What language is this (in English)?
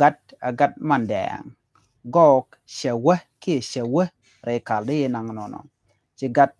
Nuer